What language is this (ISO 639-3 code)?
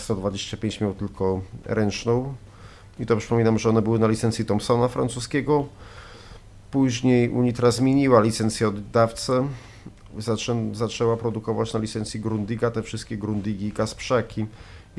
pol